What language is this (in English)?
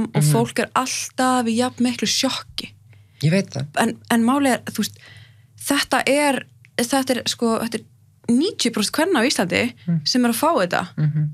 Icelandic